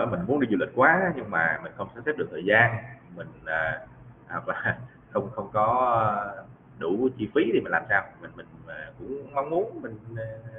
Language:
Vietnamese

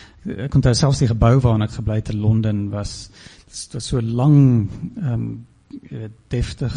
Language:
Afrikaans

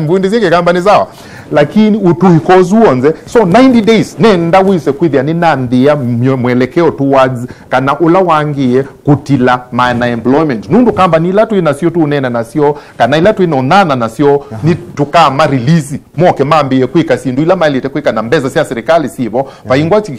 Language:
Kamba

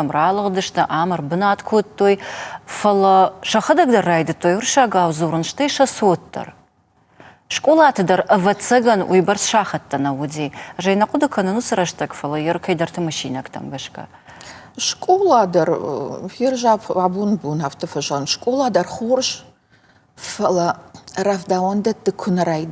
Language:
Ossetic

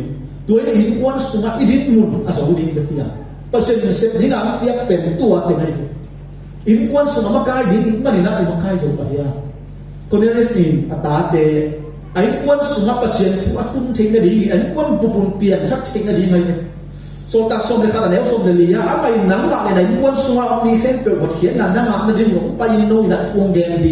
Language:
Tedim Chin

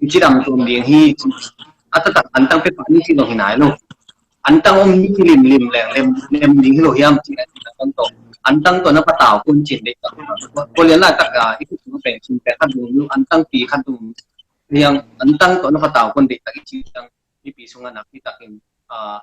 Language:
Tedim Chin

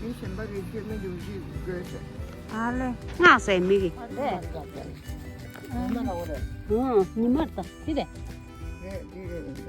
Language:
Tibetan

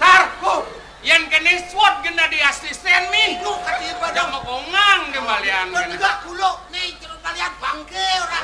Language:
Balinese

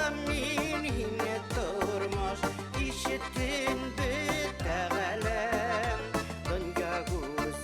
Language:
Bashkir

